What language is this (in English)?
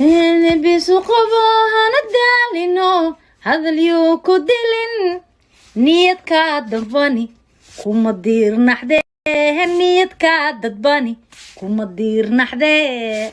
Somali